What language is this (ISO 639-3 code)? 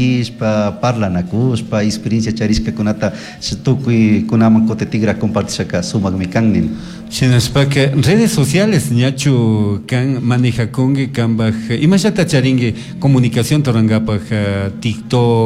qug